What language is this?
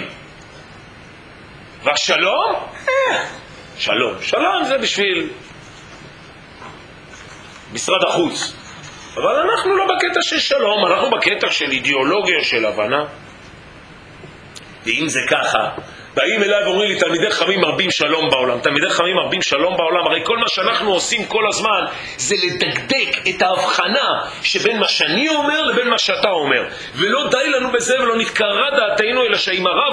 Hebrew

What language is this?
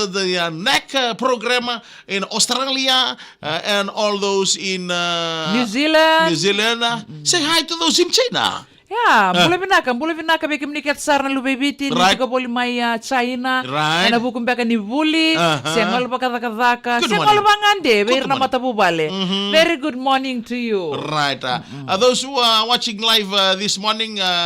Fijian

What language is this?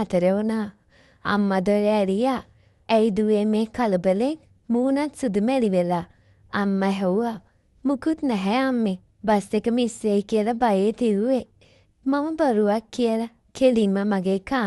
Sinhala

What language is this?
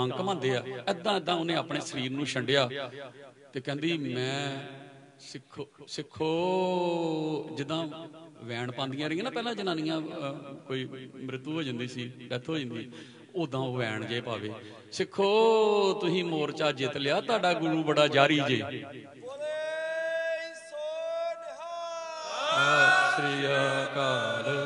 Punjabi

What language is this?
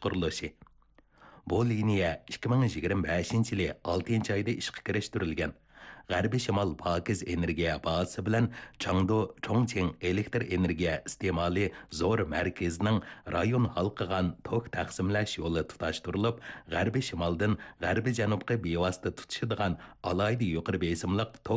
Uyghur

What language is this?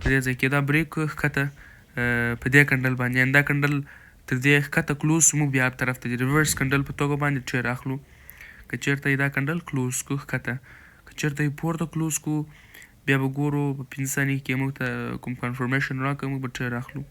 Pashto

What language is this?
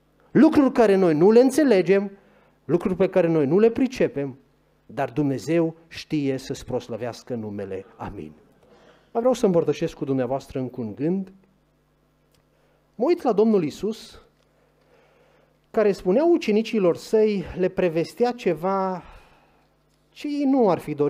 Romanian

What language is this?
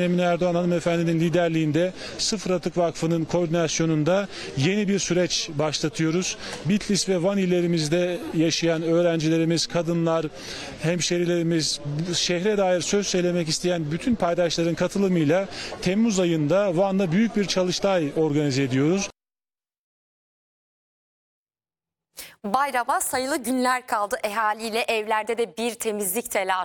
Turkish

